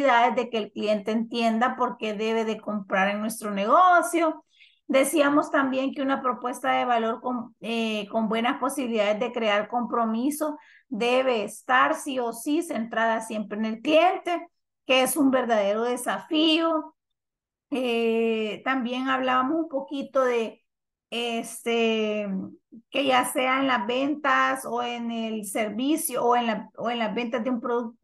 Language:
Spanish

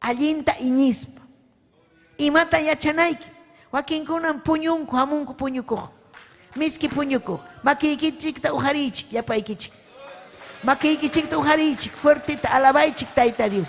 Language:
Ayacucho Quechua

